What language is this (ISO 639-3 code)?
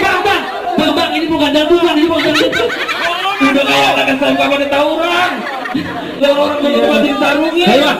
bew